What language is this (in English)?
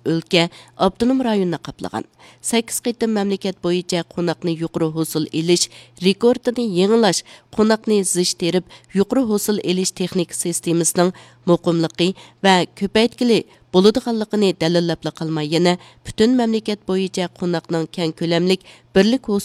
Uyghur